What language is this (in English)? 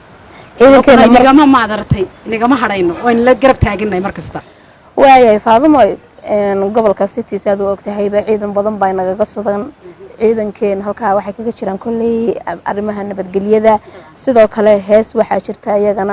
Somali